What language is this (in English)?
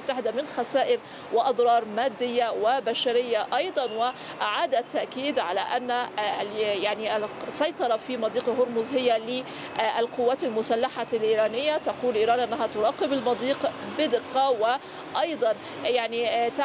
Arabic